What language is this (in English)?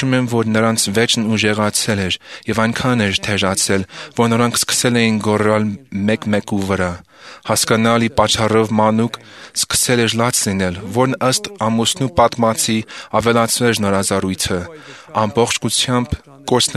Armenian